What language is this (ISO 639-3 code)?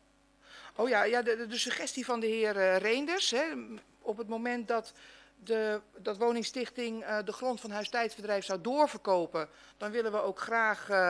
nld